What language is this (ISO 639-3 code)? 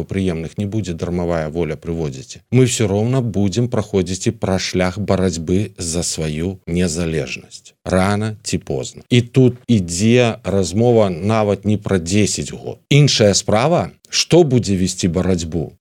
bel